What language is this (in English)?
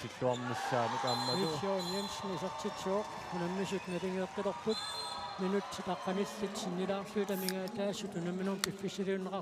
Kalaallisut